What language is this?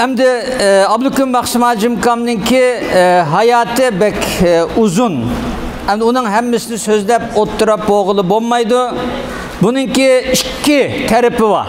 Uyghur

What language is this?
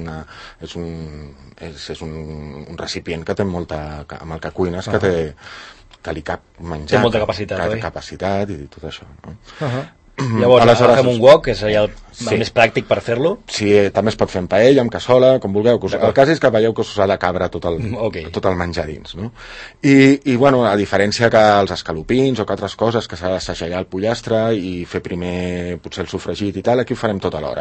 Catalan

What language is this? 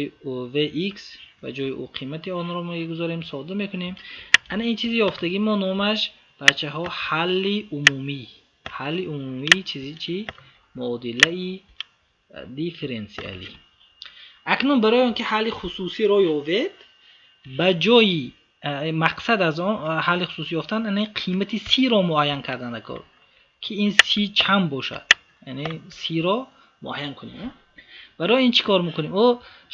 Tajik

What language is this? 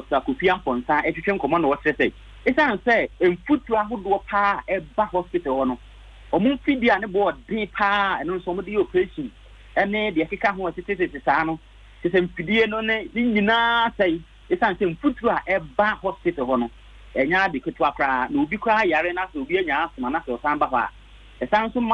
Akan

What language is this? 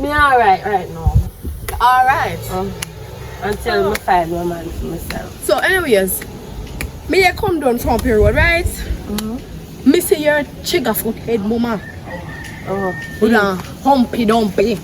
Jamaican Creole English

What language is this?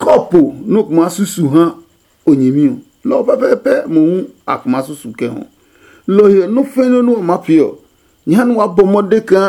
Adangme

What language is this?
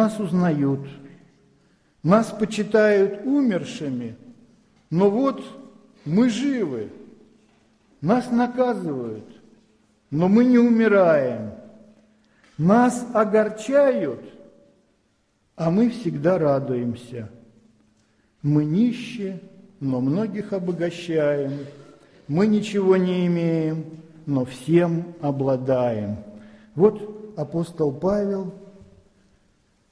Russian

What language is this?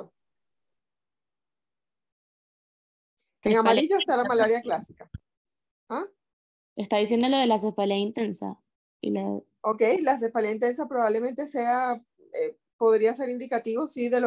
Spanish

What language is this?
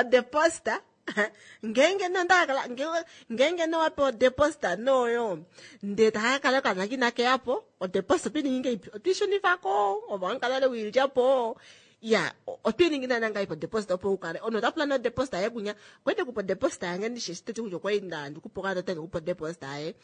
Kuanyama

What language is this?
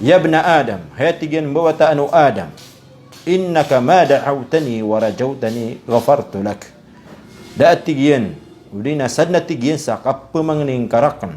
Maranao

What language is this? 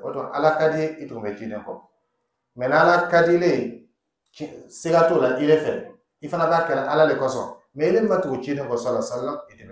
Dyula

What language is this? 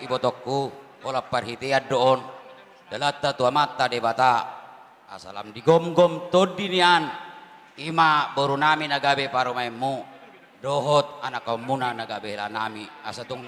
Batak Toba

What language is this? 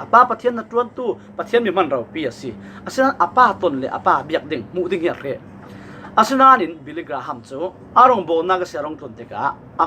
Falam Chin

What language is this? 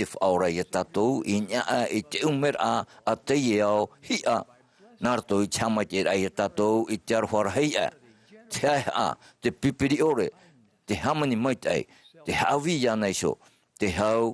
Tahitian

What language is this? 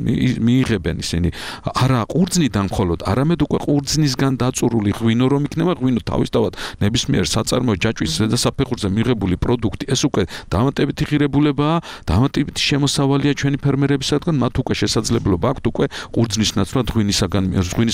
Georgian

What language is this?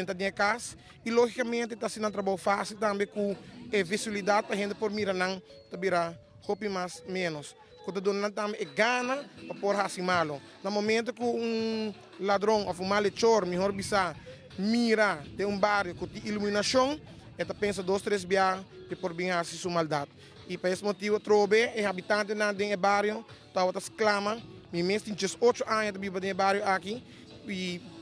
Papiamento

